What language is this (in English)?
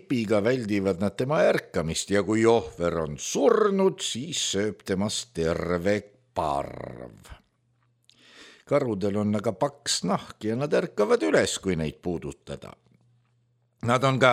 Estonian